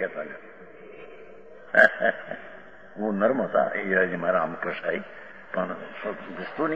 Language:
Gujarati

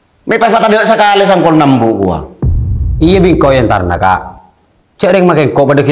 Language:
Madurese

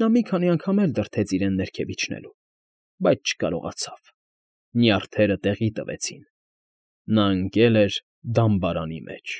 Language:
Armenian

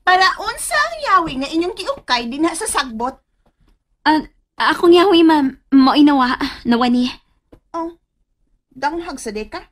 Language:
Cebuano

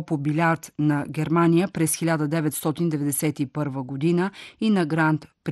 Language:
Bulgarian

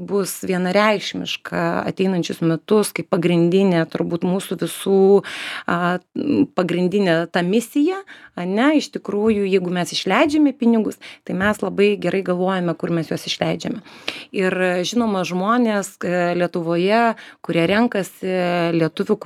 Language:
Lithuanian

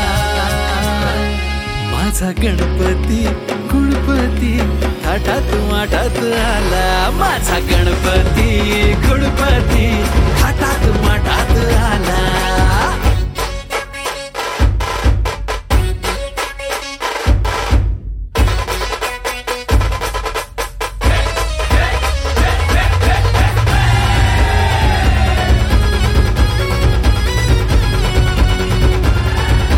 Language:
Marathi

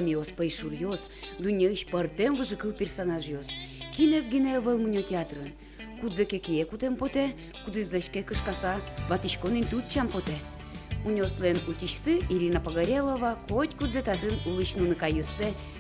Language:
Udmurt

